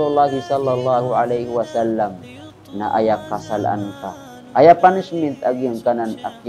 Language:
Maranao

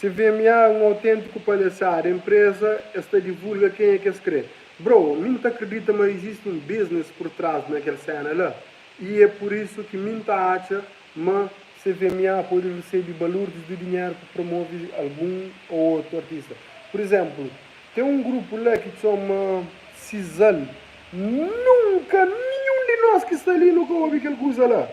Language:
Kabuverdianu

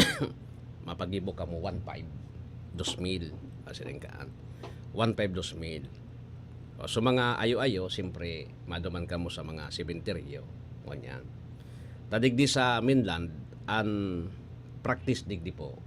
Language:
Bikol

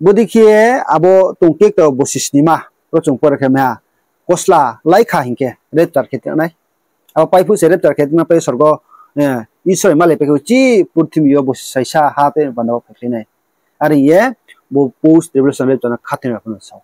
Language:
Riang (India)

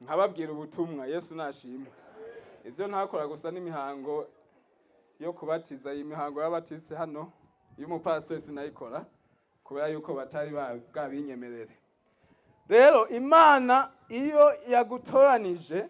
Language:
Rundi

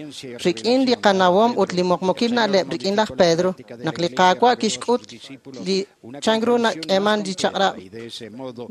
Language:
Kekchí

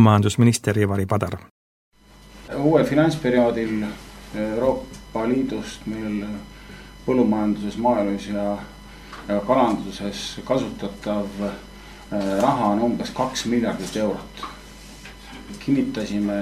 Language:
Estonian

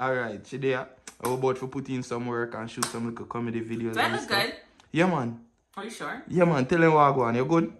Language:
Jamaican Creole English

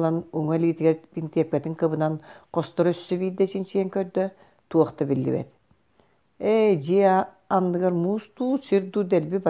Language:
Yakut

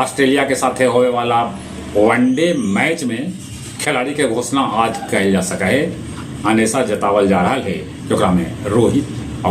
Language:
Magahi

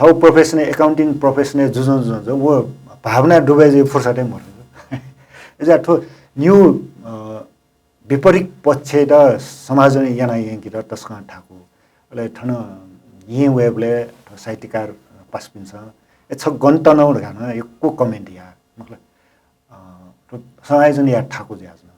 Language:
Newari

